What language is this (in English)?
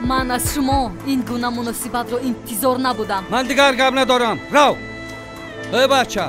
Tajik